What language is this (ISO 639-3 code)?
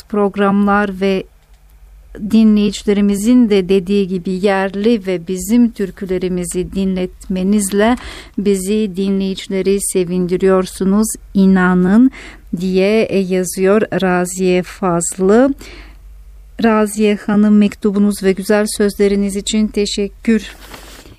tur